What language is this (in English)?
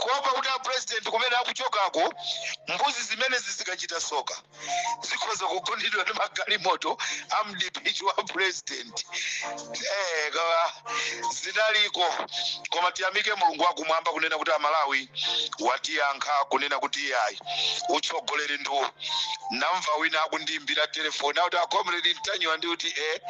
Nyanja